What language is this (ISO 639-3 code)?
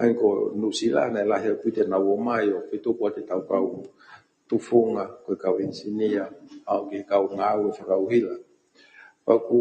ton